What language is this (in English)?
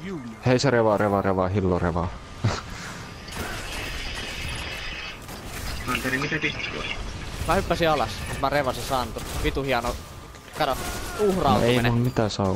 Finnish